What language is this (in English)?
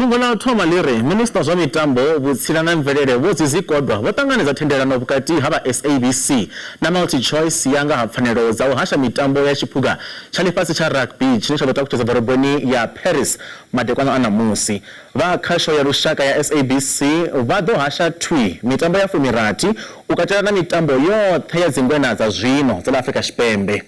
Venda